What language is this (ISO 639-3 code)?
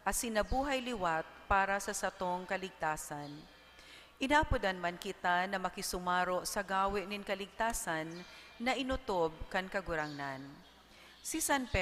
bik